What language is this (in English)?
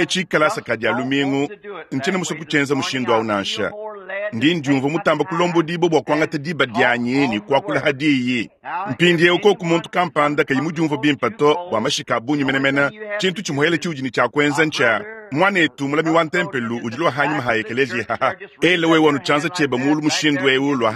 Luba-Lulua